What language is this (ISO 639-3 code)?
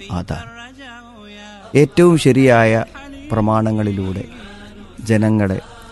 mal